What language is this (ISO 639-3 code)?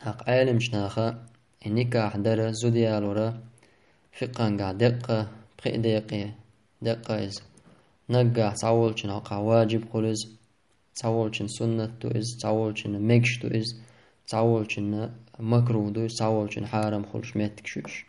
che